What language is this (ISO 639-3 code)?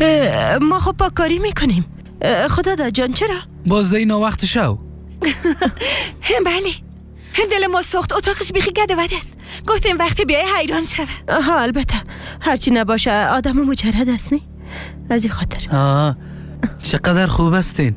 fas